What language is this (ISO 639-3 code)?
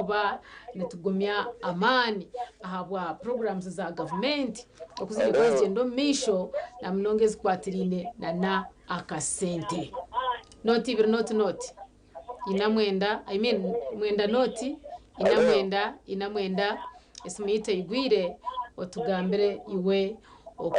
nyn